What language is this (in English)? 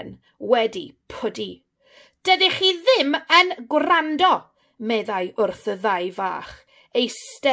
Welsh